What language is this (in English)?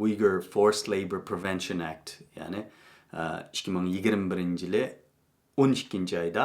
Uyghur